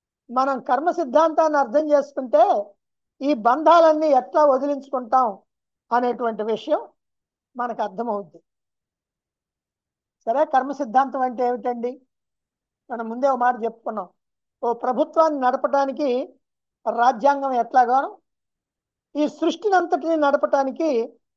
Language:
Telugu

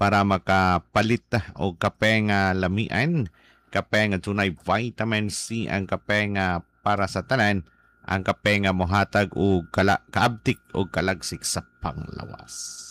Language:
Cebuano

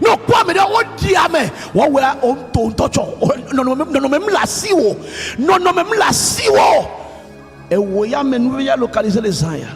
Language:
Ewe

